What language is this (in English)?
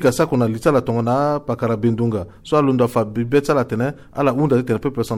Sango